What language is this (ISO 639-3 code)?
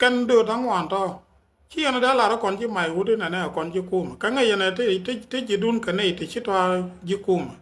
nus